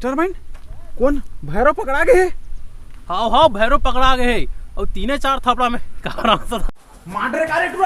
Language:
Chhattisgarhi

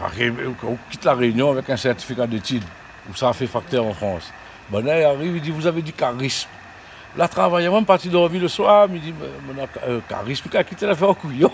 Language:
Réunion Creole French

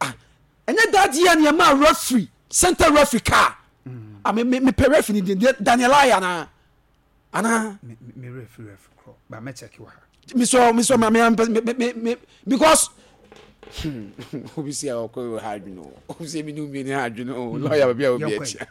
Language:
Akan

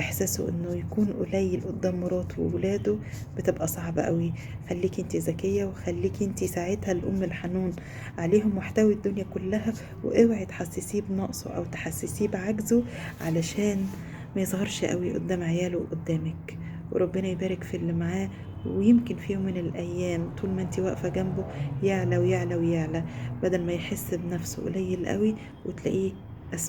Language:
Egyptian Arabic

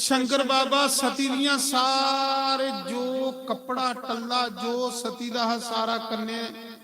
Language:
Dogri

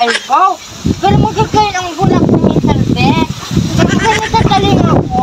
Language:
Bikol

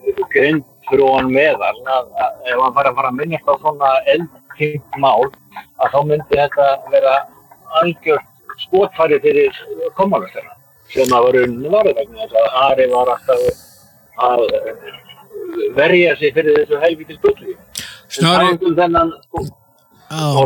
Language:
Icelandic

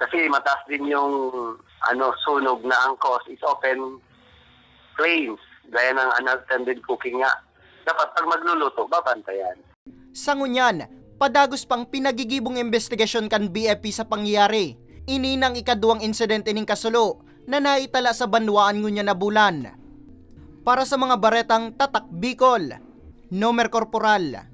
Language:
Bikol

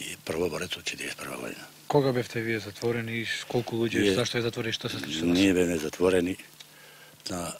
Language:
Macedonian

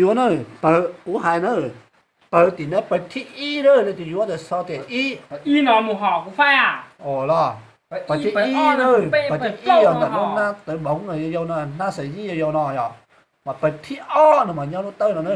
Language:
Hmong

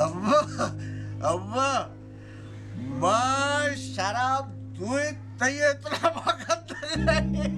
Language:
Baluchi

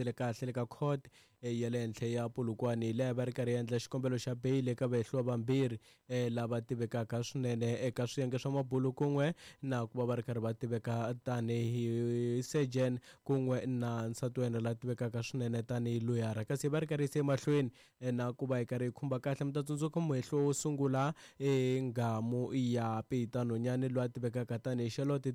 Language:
Tsonga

